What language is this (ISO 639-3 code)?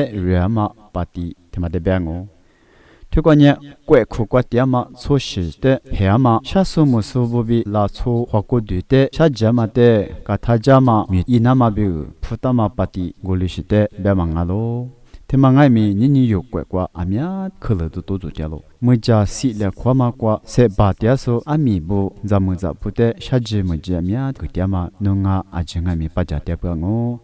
lis